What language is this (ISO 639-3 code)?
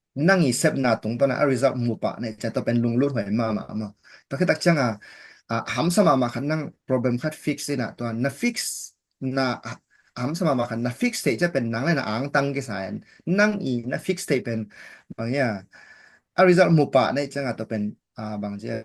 ctd